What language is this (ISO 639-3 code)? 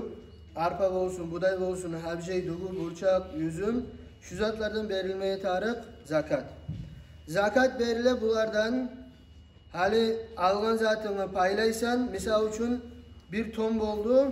kum